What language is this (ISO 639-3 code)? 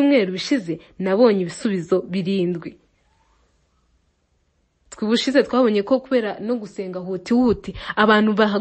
kin